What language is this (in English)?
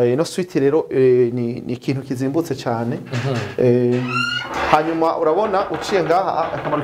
Rundi